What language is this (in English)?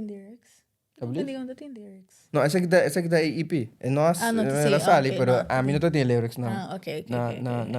Papiamento